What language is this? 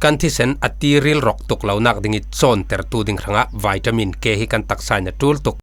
Falam Chin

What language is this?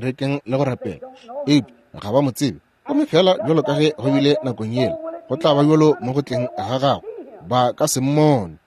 Northern Sotho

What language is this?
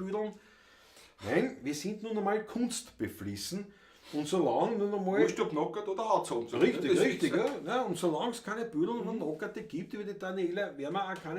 Bavarian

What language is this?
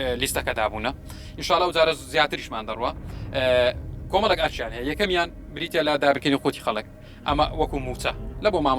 Central Kurdish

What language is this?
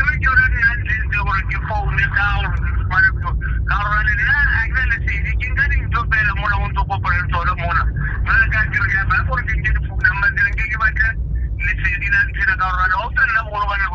Southern Sotho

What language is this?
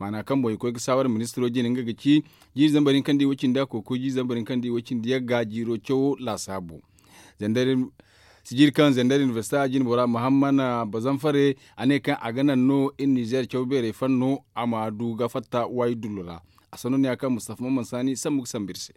Zarma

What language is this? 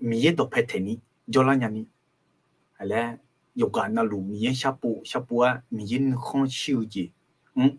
Akha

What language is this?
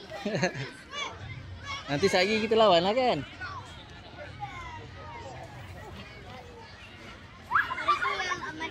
Malay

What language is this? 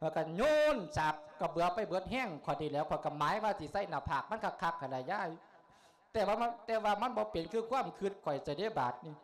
Lao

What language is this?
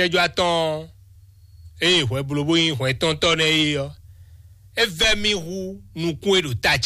Fon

